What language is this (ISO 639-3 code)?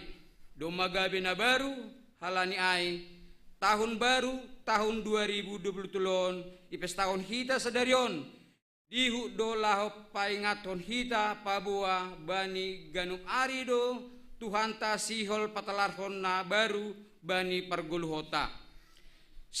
bts